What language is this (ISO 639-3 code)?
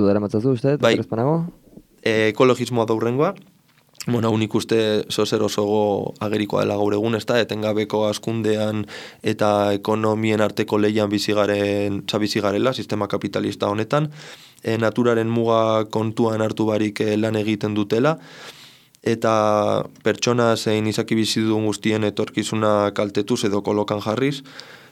eus